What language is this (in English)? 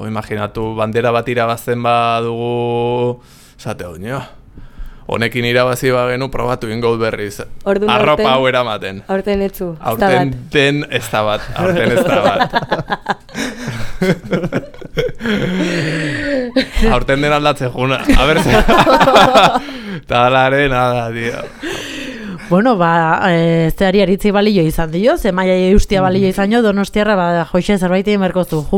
Basque